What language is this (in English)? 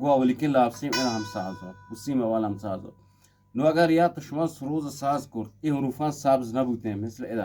Eastern Balochi